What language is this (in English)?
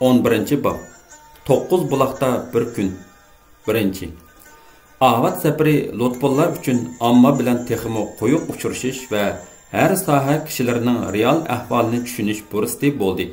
Uyghur